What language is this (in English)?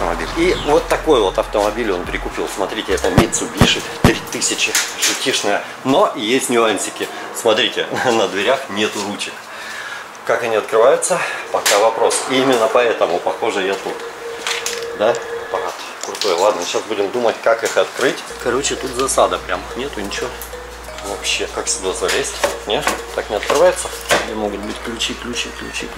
Russian